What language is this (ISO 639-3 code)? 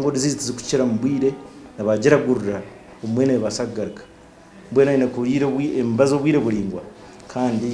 nyn